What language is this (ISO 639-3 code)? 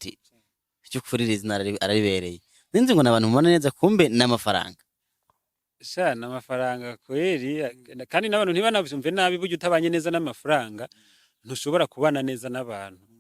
run